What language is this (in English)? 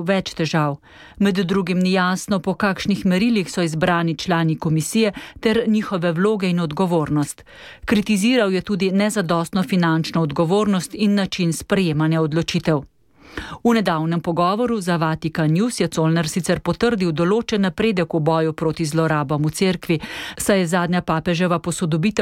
Slovenian